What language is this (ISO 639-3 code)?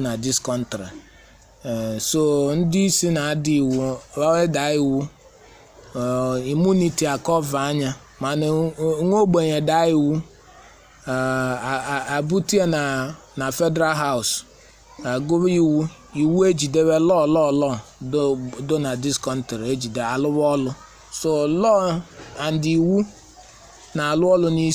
ibo